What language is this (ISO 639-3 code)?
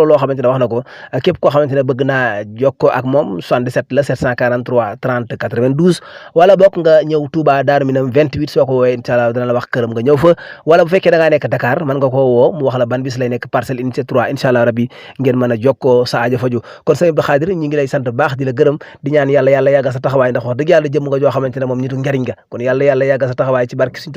wol